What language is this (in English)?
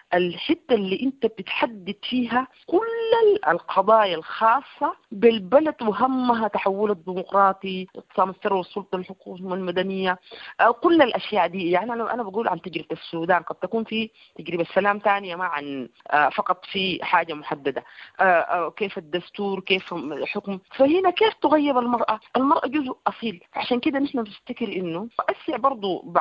Sudanese Arabic